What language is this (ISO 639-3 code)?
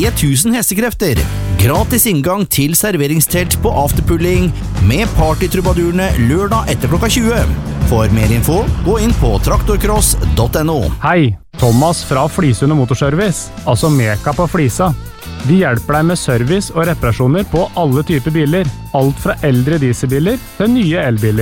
nor